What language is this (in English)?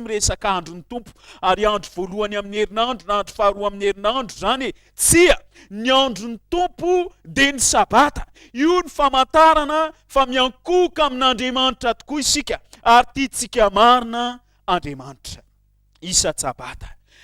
Malagasy